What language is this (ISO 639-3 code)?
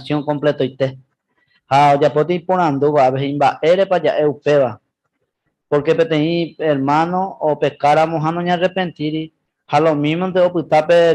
grn